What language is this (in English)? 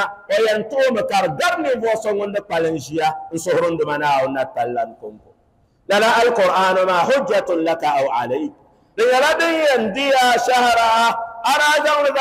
Dagbani